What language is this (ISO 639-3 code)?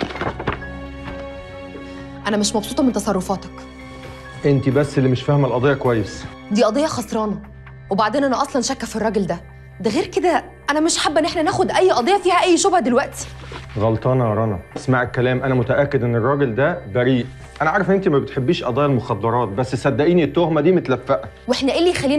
arz